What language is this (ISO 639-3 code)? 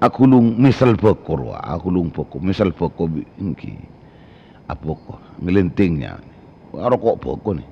mad